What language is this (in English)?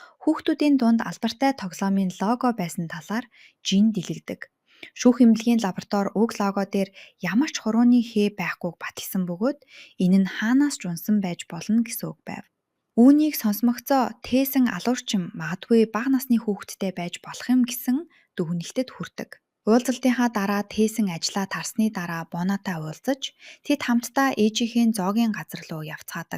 Mongolian